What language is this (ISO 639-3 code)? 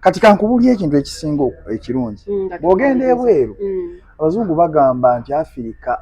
lug